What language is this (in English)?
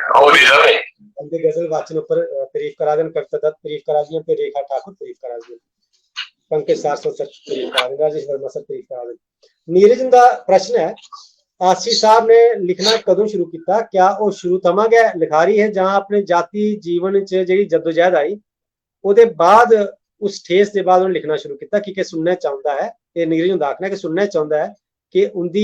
Dogri